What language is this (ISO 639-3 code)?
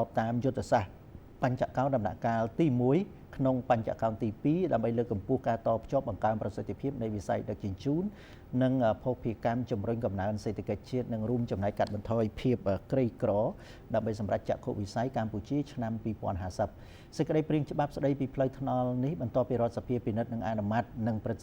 khm